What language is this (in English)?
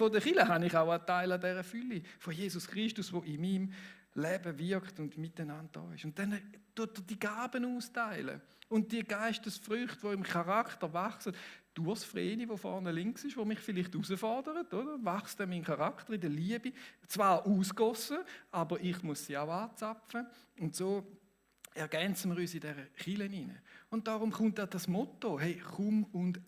Swiss German